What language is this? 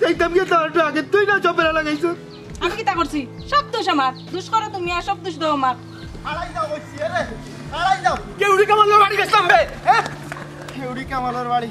Sylheti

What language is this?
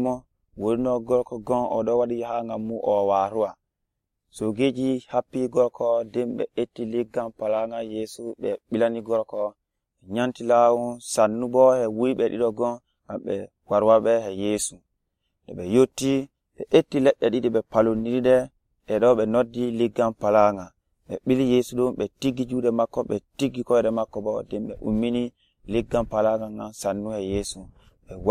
Nigerian Fulfulde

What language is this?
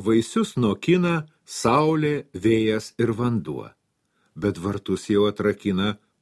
Lithuanian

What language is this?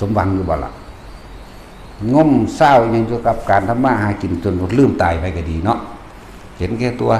Northeastern Thai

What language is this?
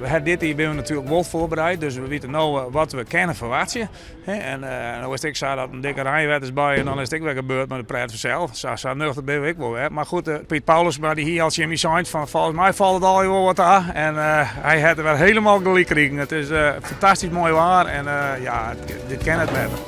Western Frisian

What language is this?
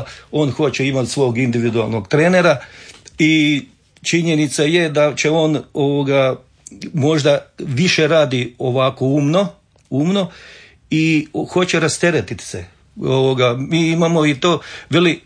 Croatian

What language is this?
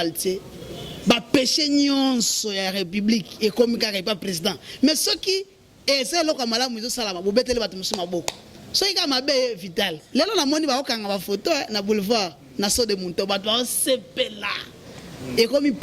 Lingala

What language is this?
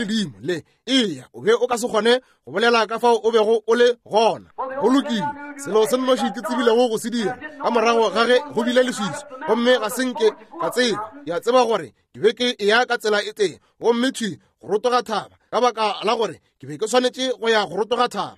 Northern Sotho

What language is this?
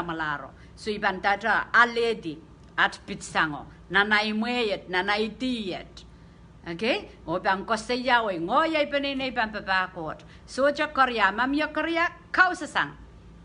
Pohnpeian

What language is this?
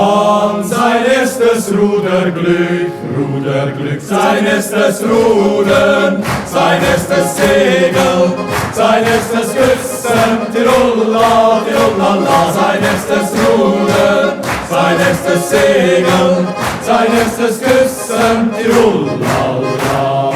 Swiss German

